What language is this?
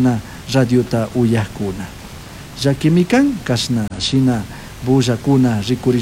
Chimborazo Highland Quichua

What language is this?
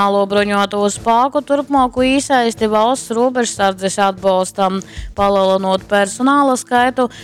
Latgalian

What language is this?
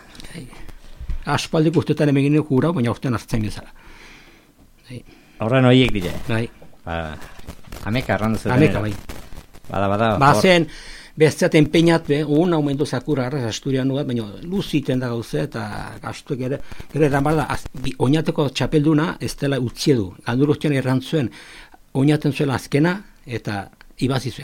Basque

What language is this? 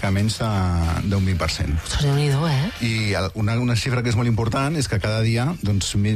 Catalan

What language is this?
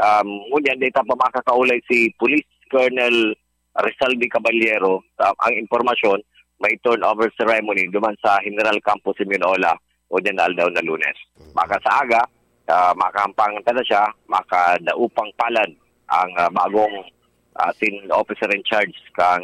Bikol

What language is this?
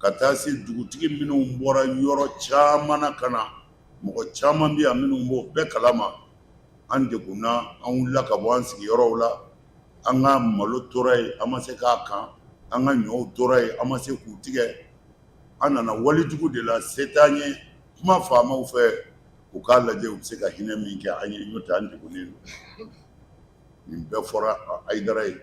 Bambara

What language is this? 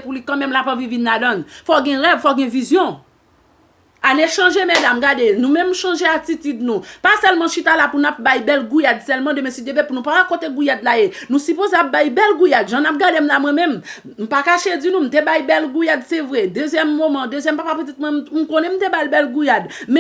Haitian Creole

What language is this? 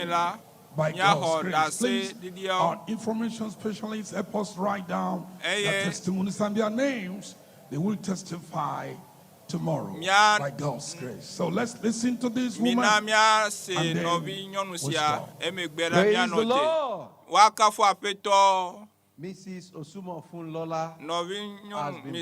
Ewe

